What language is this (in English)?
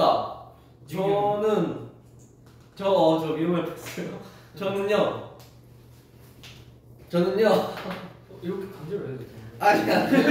Korean